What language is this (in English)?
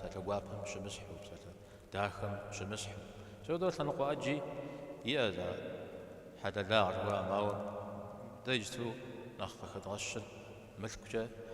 Kabardian